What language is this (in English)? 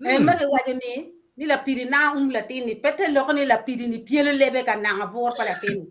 Acoli